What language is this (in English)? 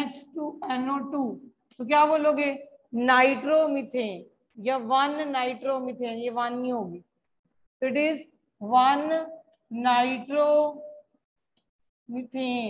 Hindi